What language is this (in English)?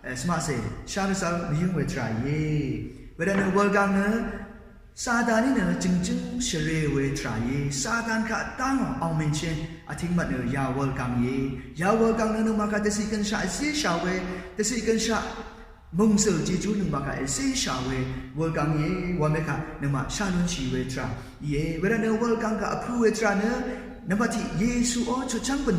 Rawang